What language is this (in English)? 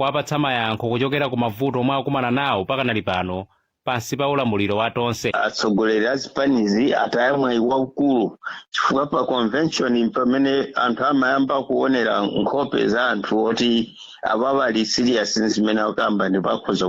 Nyanja